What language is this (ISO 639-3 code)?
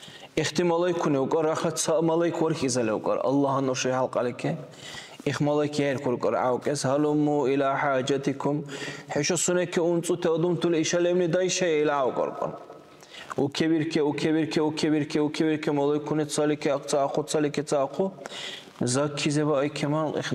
dar